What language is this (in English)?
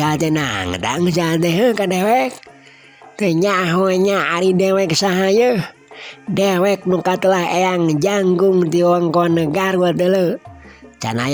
Sundanese